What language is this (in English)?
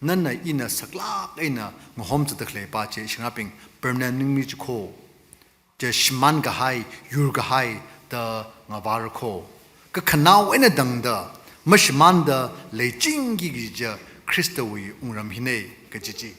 Tangkhul Naga (India)